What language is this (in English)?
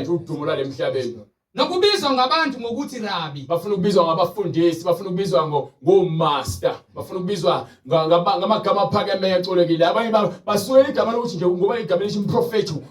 Zulu